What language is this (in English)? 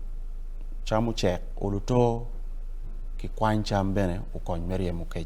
Acoli